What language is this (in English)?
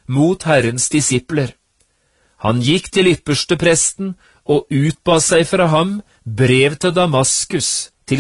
Norwegian